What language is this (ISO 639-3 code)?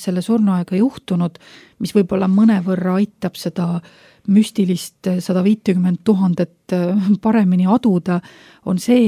est